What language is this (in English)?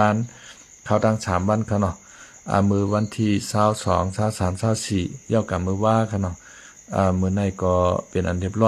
Shan